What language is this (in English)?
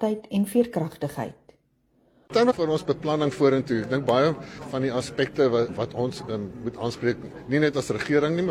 Afrikaans